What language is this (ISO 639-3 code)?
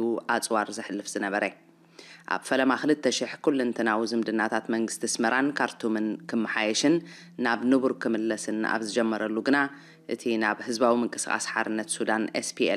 tir